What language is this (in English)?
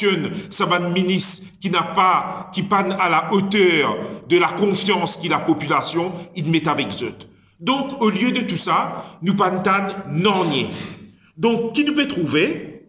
Morisyen